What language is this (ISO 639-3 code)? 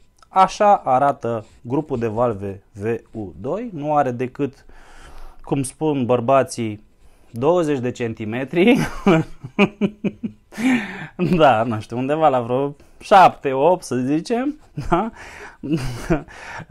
ron